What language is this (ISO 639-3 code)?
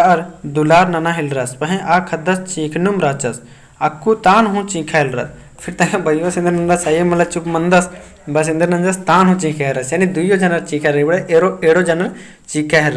kru